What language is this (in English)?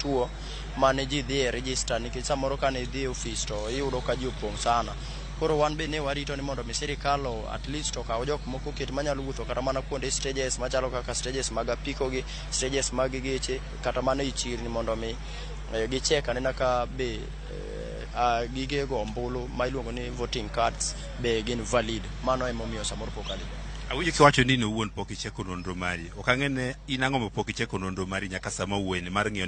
Luo (Kenya and Tanzania)